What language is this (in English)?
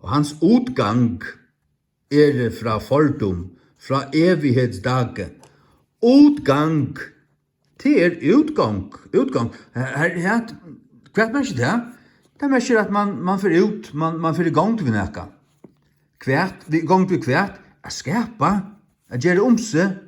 Faroese